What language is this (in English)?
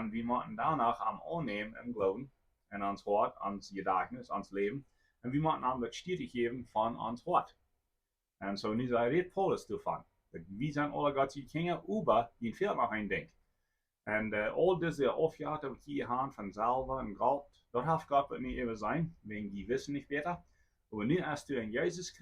Plautdietsch